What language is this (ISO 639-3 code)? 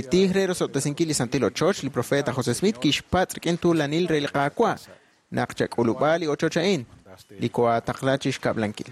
kek